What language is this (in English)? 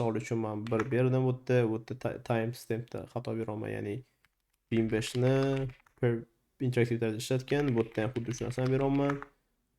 Uzbek